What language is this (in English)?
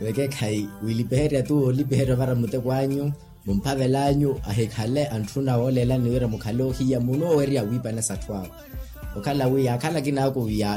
Makhuwa